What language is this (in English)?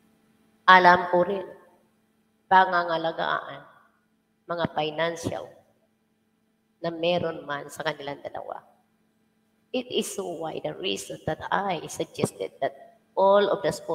Filipino